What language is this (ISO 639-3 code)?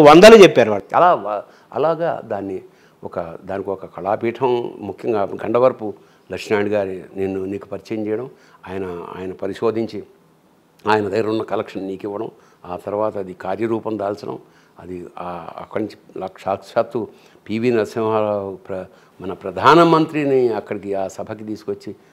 tel